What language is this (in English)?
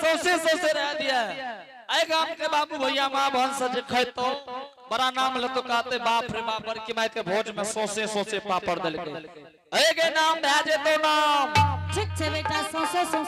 Angika